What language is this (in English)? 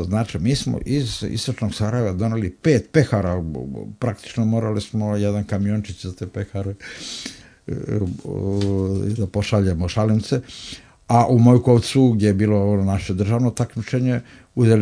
Serbian